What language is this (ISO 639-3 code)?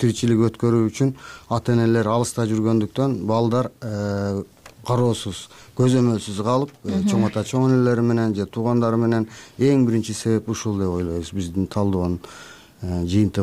kir